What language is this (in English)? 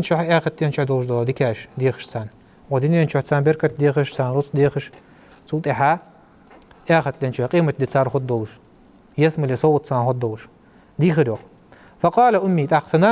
Ingush